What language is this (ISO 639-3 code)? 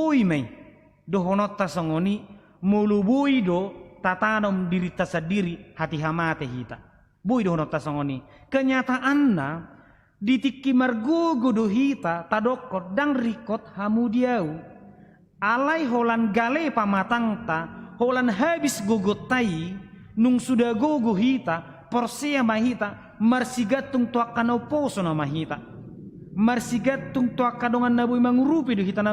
bbc